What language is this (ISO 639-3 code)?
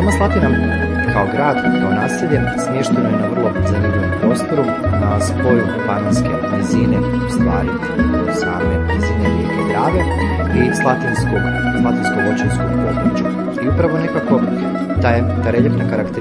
hrv